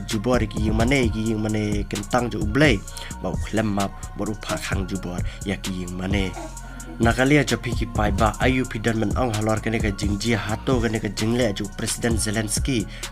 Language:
Khasi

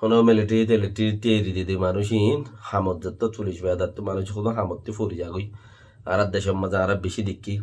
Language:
Rohingya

